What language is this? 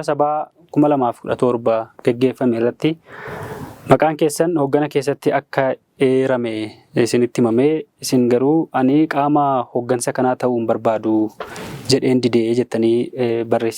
Oromo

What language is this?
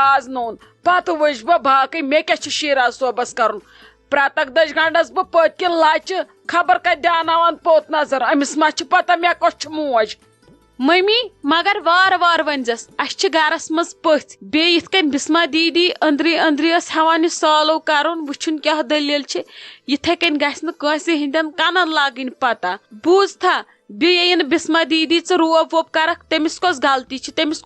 Kashmiri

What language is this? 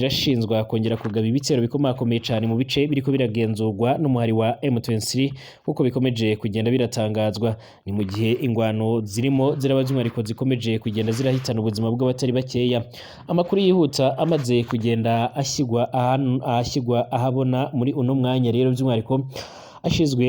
Rundi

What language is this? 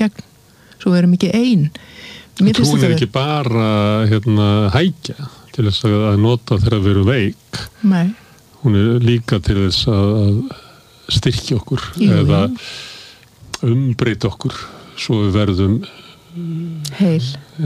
Icelandic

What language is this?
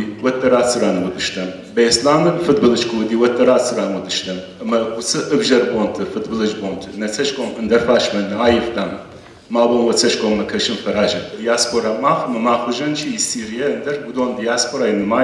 Ossetic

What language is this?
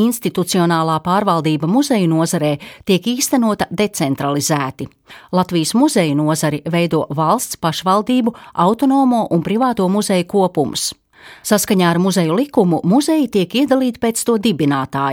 Latvian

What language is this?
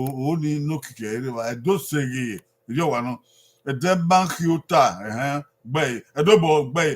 Bini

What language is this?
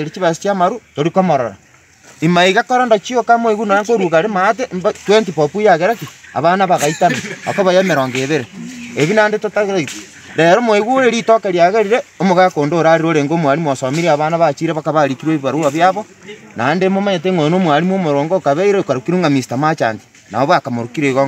Gusii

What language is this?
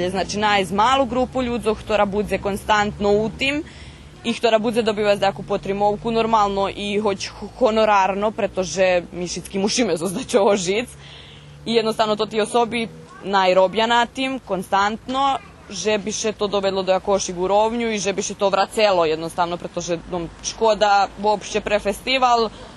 Rusyn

